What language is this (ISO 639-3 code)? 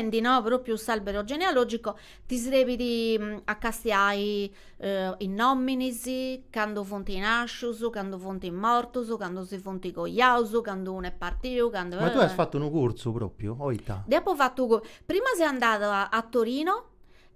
srd